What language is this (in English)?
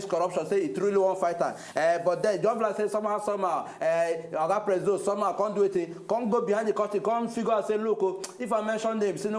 Nigerian Pidgin